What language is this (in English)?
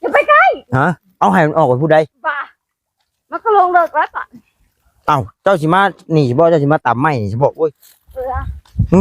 Northeastern Thai